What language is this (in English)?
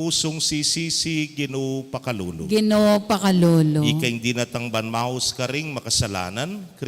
Pampanga